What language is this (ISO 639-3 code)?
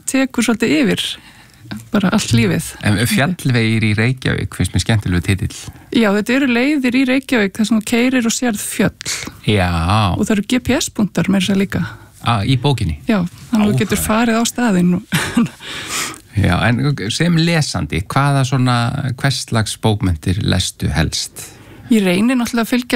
isl